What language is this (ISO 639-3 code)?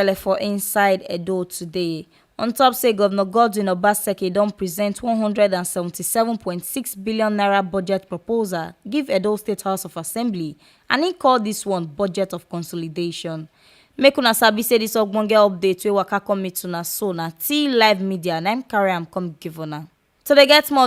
pcm